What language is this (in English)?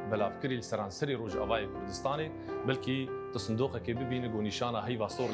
Kurdish